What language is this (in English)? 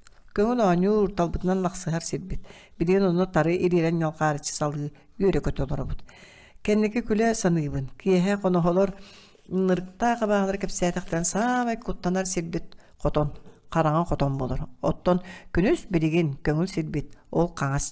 Yakut